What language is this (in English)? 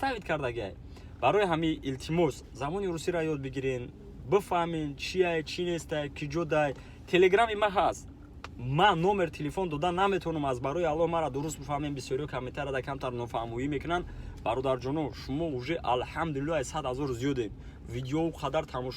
Tajik